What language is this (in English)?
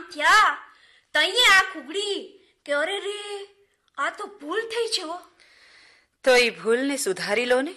Gujarati